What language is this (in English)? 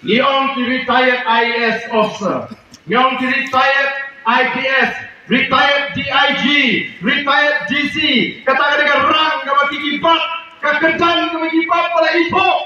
Khasi